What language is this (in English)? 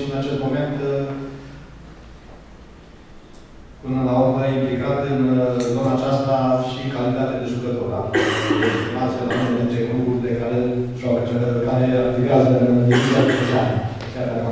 Romanian